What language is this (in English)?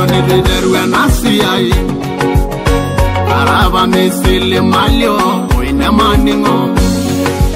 Swahili